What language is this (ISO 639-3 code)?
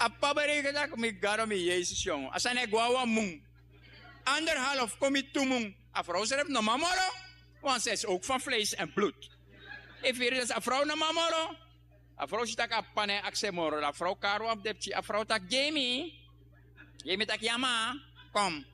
srn